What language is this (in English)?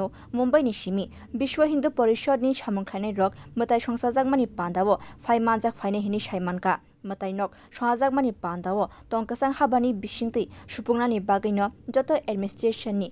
Kok Borok